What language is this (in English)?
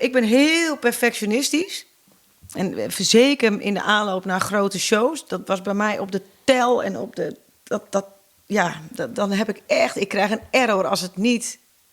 Western Frisian